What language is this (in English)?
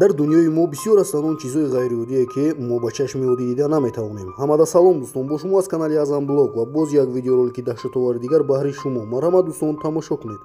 Tajik